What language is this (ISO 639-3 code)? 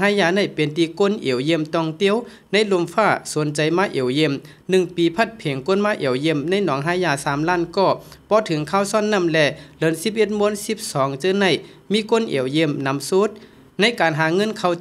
shn